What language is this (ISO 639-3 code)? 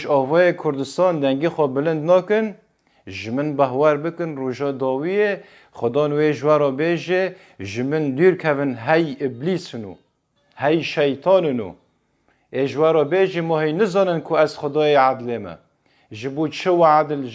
kur